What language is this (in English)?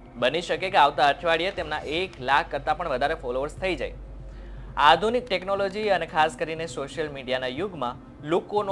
Gujarati